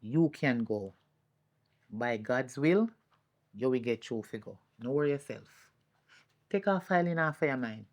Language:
Jamaican Creole English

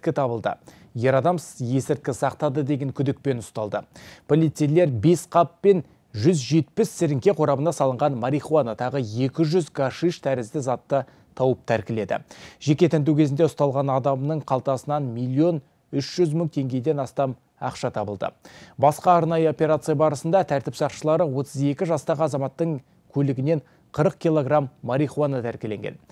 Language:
Kazakh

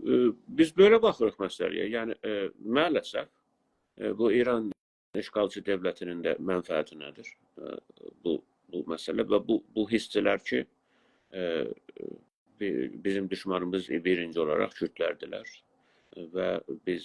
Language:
South Azerbaijani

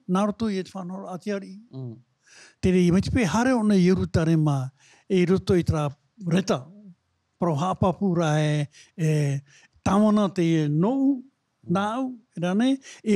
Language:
Tahitian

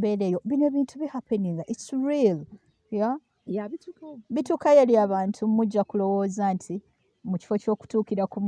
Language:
Ganda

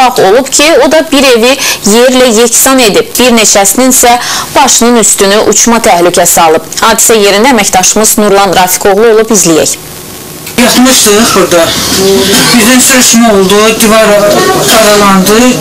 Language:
Azerbaijani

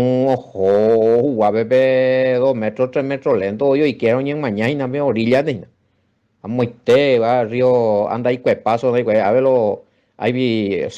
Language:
Guarani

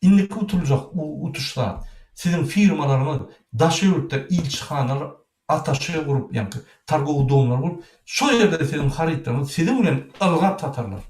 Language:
Turkmen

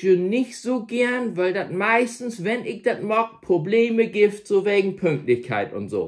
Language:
Low German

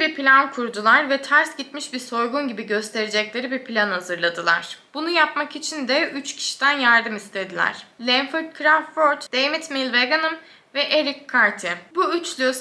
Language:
Turkish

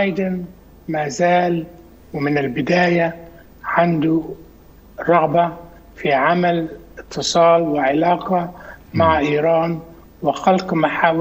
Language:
Arabic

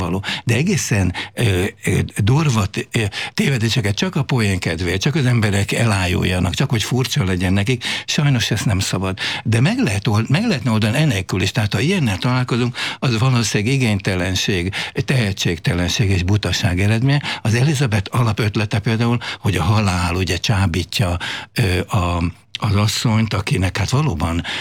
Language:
Hungarian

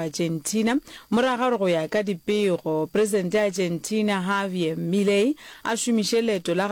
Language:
Northern Sotho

